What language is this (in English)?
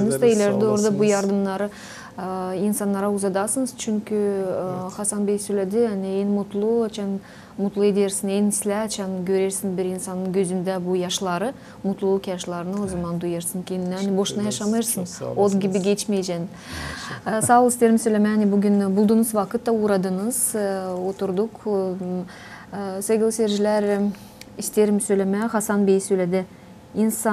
Gagauz